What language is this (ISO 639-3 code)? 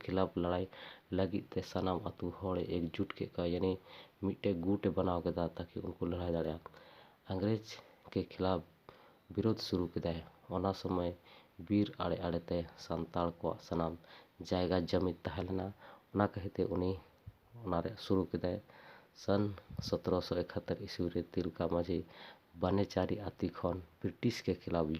sat